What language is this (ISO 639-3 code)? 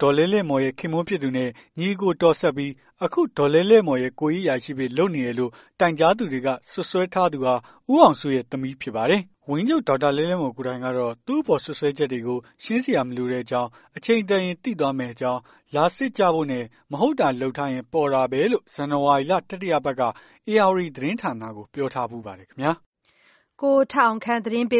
mya